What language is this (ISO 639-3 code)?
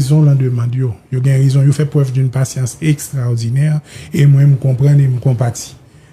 hat